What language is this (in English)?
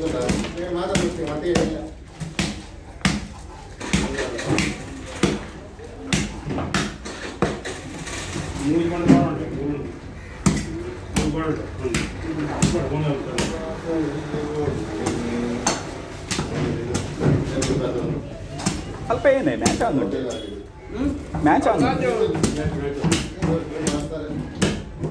Kannada